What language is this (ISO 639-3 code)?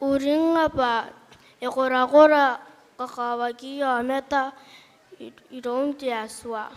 gil